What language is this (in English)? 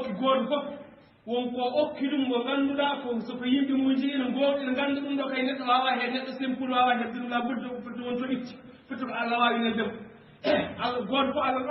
Fula